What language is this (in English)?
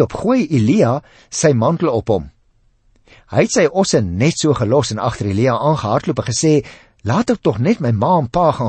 Afrikaans